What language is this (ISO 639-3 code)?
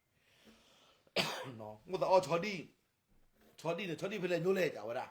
ksw